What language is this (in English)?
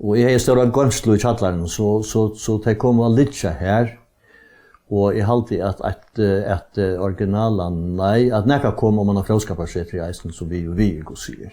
Faroese